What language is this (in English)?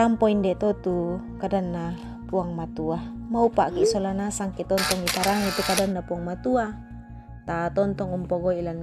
Toraja-Sa'dan